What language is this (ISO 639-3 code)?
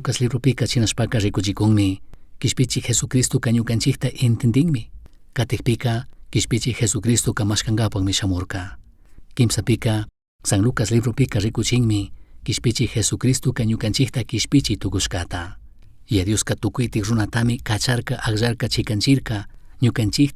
qug